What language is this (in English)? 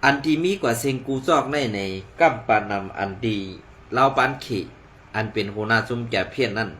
Shan